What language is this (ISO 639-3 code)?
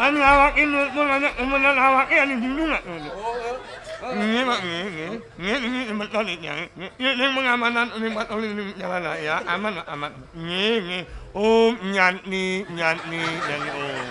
ban